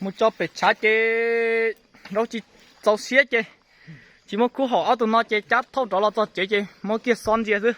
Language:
Hmong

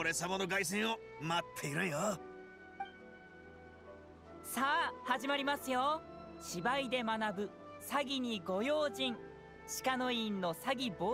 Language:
Japanese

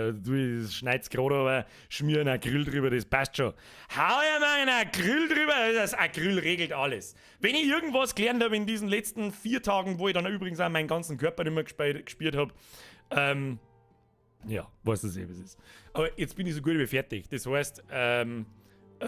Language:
Bavarian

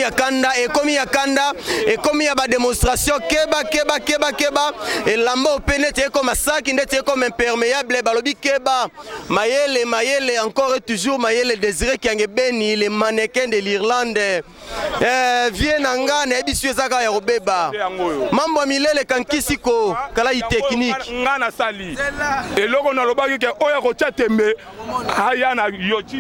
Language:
Lingala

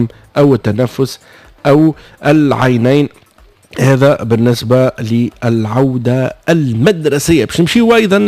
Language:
Tunisian Arabic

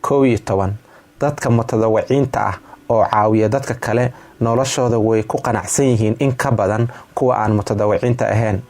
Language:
Somali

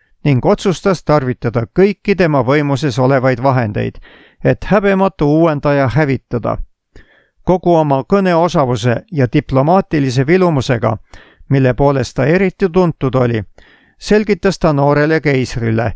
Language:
Estonian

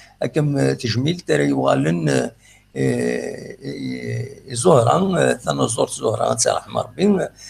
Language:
Kabyle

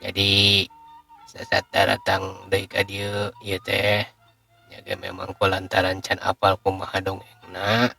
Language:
Sundanese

